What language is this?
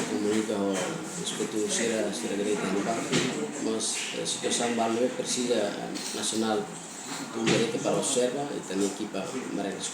Tetum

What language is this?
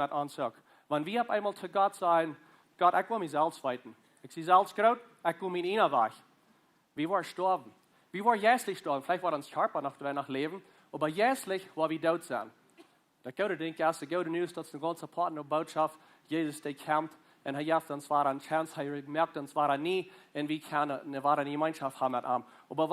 Plautdietsch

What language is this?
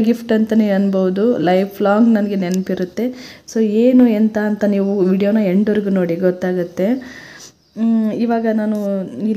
Kannada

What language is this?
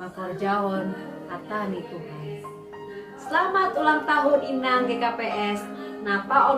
Batak Simalungun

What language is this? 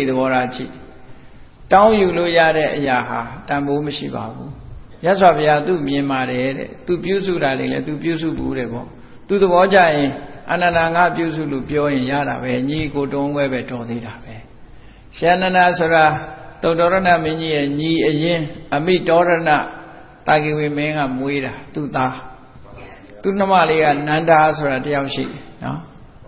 Burmese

